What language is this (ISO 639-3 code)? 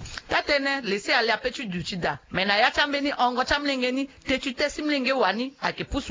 sag